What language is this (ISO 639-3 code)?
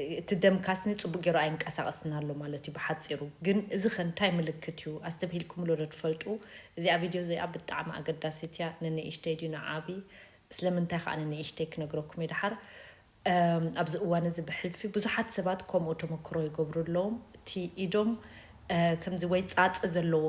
tir